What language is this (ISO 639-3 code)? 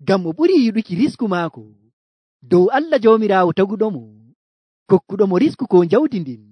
fuv